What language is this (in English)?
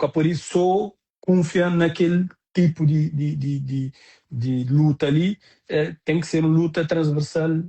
Kabuverdianu